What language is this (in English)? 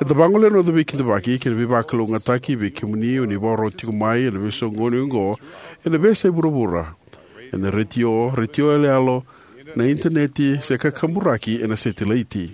Fijian